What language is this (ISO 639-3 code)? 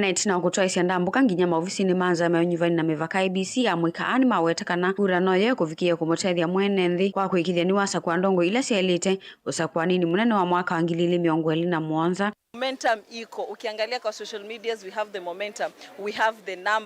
kam